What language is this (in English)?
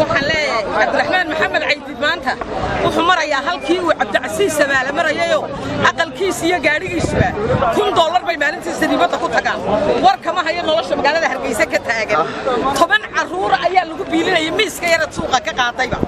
Somali